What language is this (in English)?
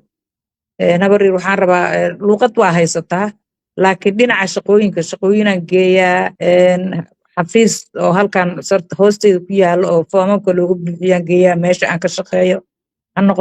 Somali